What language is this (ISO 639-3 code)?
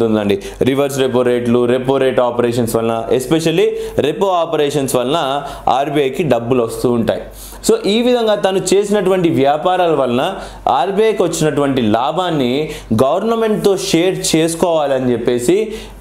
tel